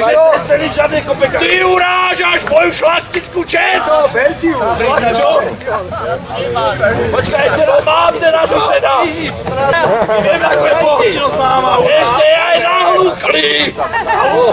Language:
Slovak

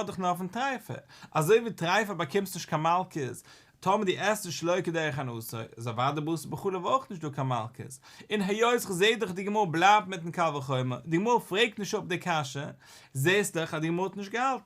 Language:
Yiddish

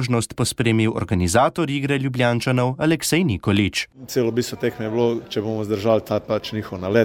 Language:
Slovenian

